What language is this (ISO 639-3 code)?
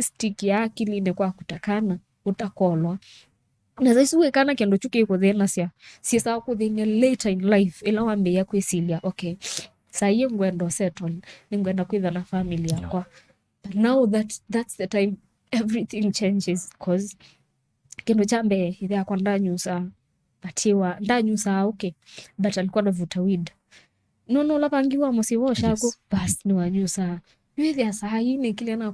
kam